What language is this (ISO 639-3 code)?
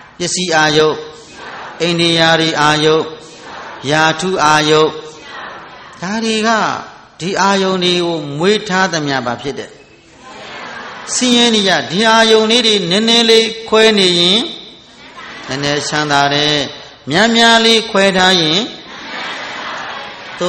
mya